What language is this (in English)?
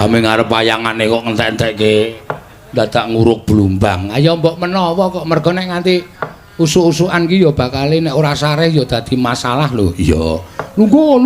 Javanese